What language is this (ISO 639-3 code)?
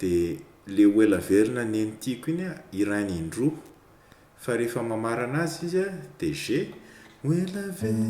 mlg